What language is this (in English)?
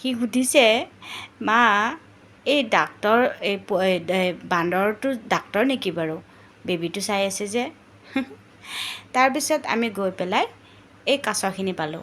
Assamese